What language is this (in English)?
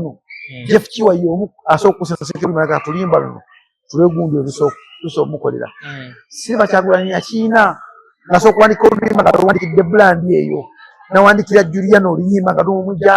Ganda